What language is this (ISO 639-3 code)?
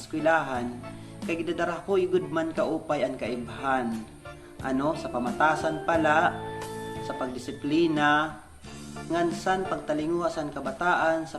war